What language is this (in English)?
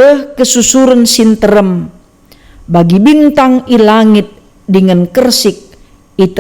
Batak Karo